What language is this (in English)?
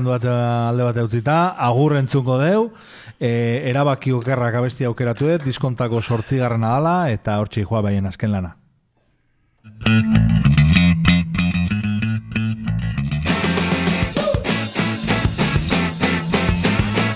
Basque